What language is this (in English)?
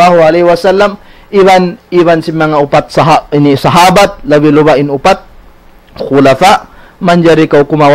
Tausug